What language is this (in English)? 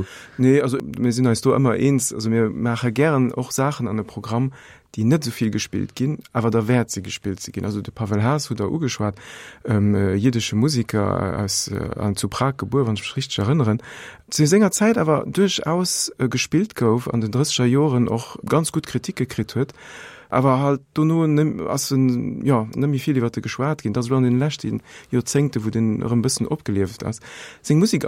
Luxembourgish